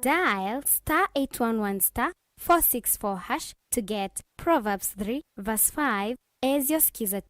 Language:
Kamba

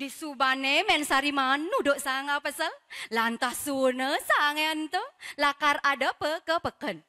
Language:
Balinese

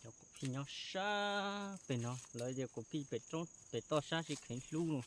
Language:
Hmong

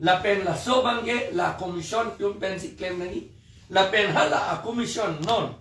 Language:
Karbi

